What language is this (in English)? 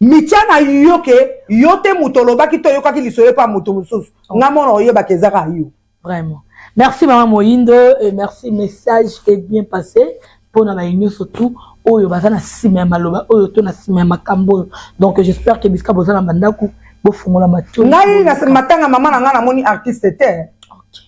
Lingala